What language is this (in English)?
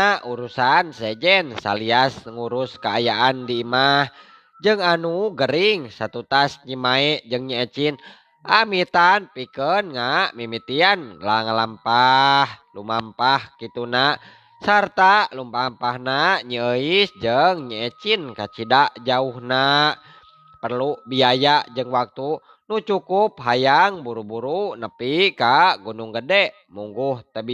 Sundanese